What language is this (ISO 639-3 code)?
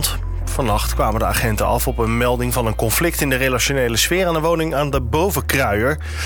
nld